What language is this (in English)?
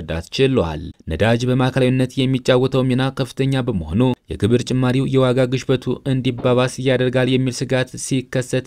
Amharic